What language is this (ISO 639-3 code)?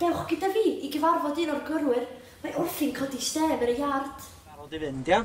cym